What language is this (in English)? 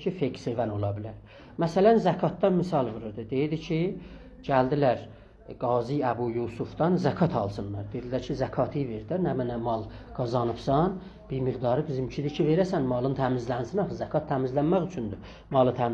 South Azerbaijani